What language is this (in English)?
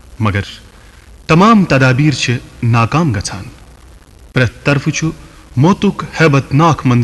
Kashmiri